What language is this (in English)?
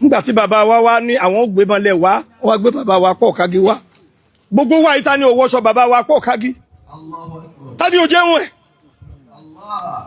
Yoruba